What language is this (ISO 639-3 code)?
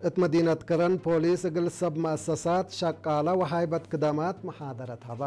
tig